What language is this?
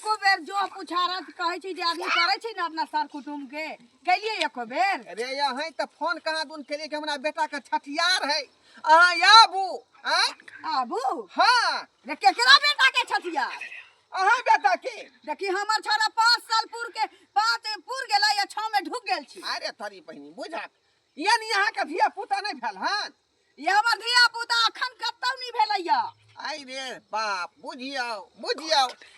Maithili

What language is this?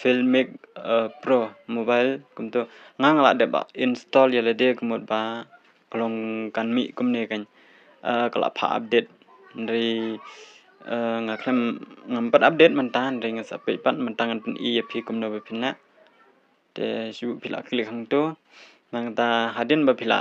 Khasi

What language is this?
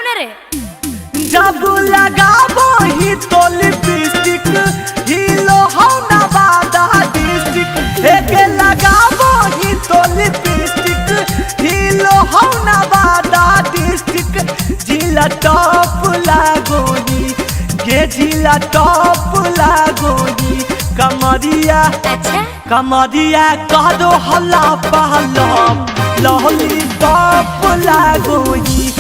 Magahi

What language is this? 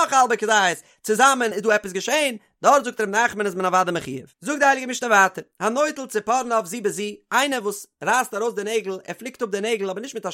Yiddish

